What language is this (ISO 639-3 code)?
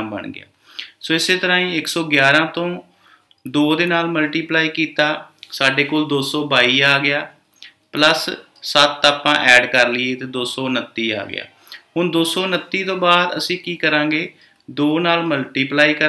pan